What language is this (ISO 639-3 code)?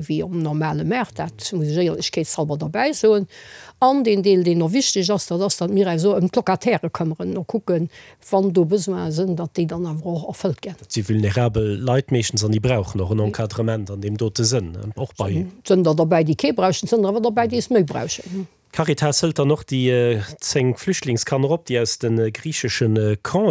ltz